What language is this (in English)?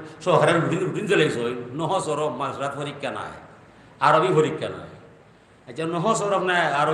Sylheti